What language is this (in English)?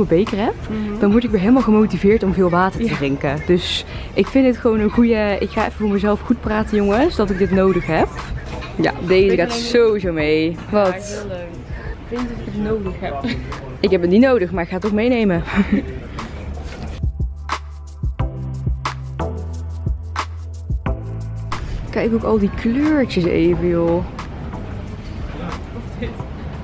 Dutch